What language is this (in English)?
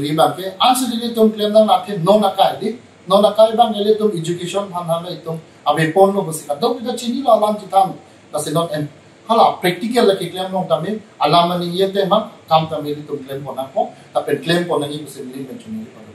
Karbi